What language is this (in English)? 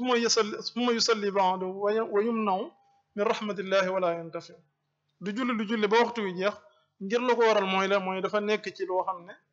Wolof